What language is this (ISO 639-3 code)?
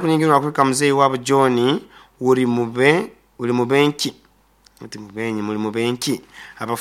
nyo